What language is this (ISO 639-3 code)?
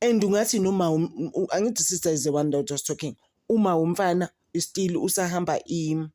zul